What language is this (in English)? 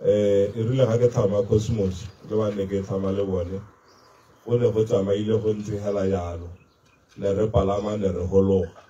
Tswana